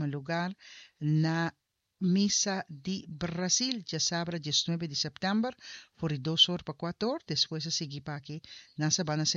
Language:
Papiamento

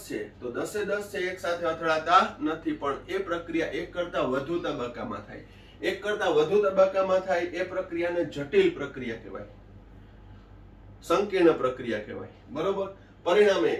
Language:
Gujarati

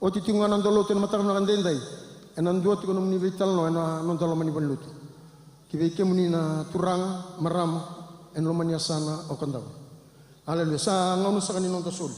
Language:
Fijian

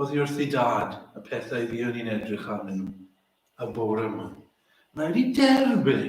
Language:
Welsh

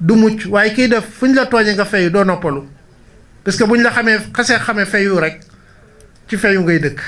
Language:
Wolof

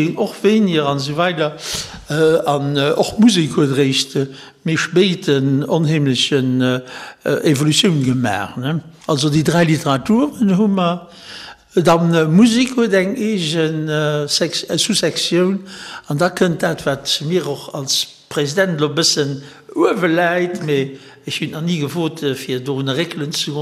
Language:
Luxembourgish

